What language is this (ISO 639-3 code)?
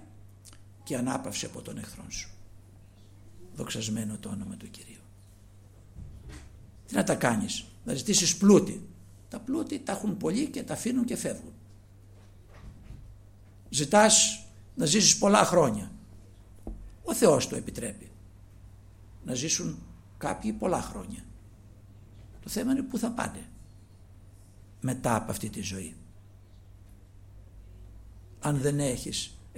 ell